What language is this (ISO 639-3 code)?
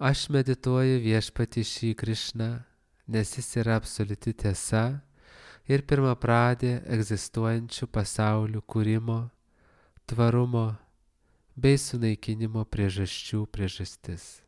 lit